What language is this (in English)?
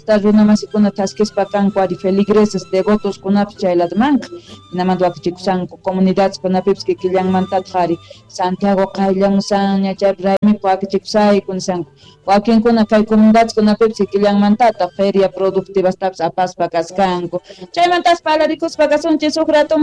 Quechua